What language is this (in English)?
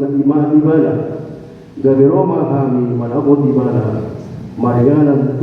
Batak Toba